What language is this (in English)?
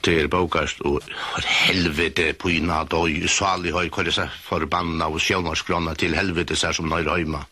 Faroese